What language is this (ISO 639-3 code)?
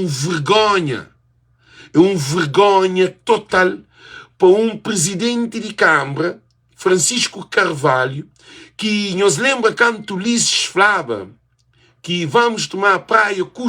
kea